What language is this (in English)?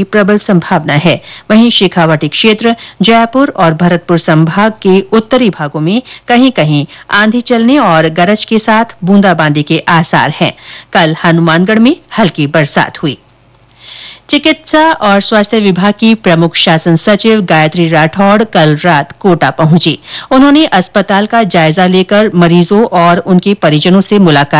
Hindi